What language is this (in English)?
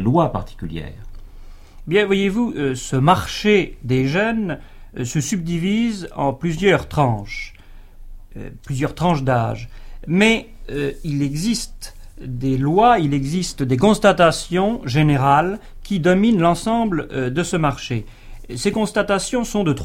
French